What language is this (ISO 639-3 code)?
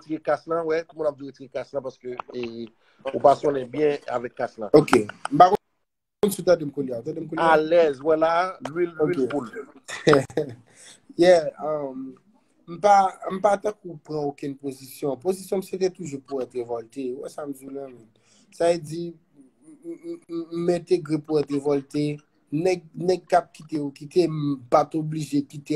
hat